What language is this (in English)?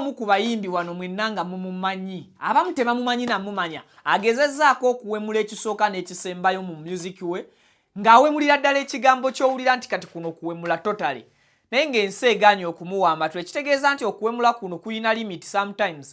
Ganda